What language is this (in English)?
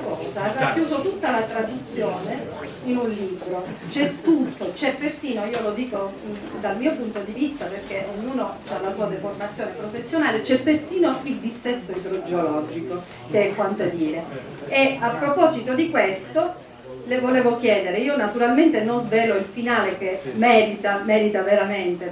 Italian